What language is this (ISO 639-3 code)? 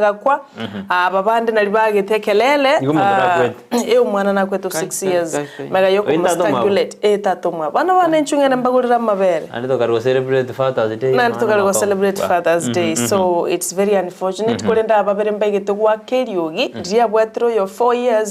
guz